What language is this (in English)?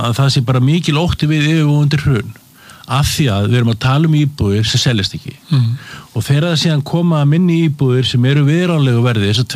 Icelandic